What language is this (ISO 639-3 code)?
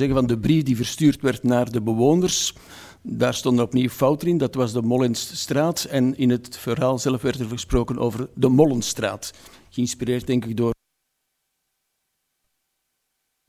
nld